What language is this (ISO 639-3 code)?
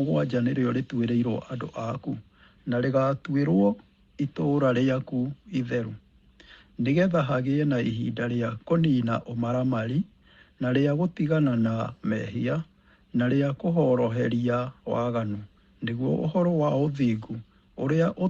kik